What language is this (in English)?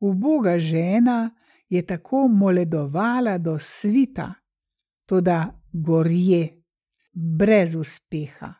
Slovenian